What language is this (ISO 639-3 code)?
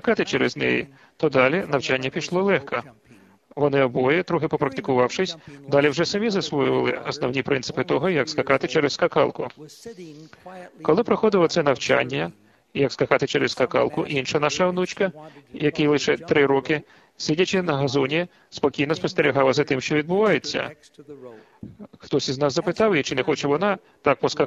ukr